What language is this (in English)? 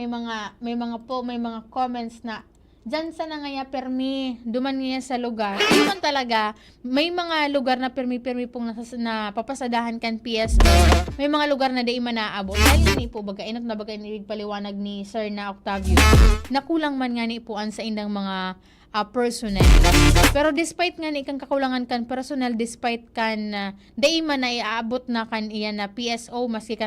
Bikol